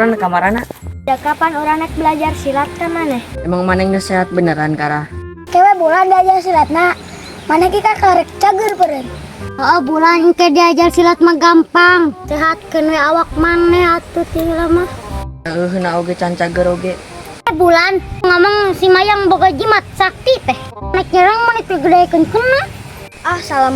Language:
Sundanese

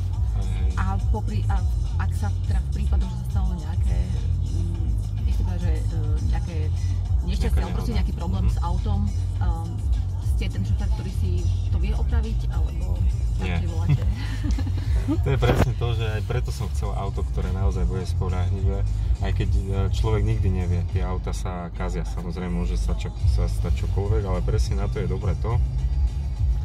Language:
Slovak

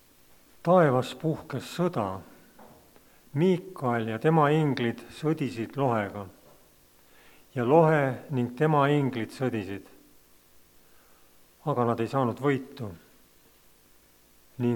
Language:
Estonian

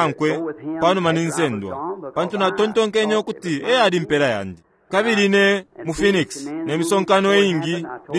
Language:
Bemba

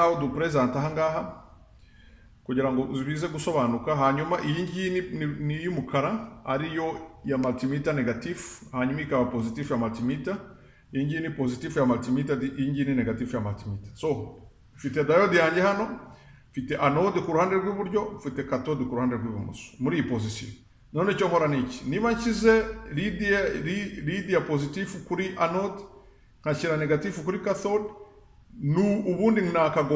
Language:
Kinyarwanda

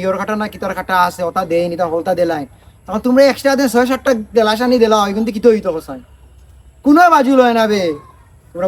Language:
Sylheti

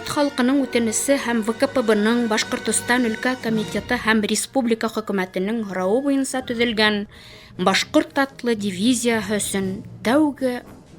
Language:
Bashkir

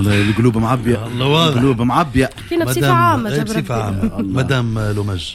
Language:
Tunisian Arabic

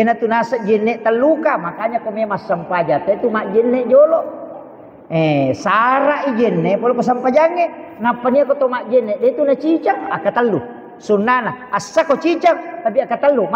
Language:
Buginese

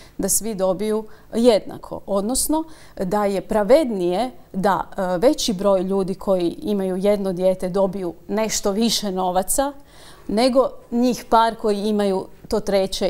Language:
Croatian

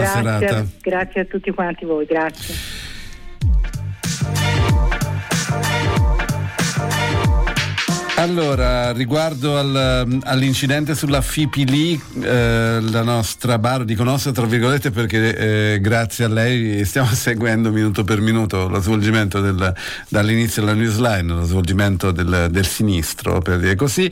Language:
Italian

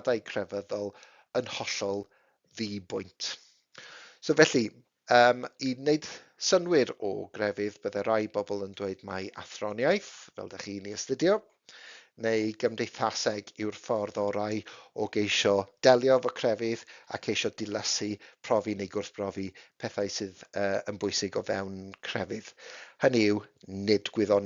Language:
Welsh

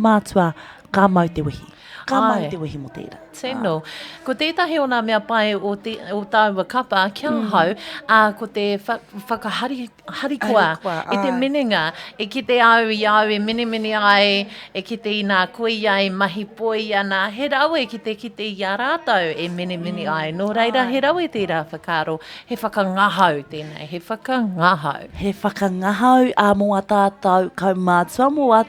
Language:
Māori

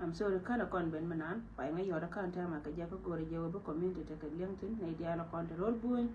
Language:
Nuer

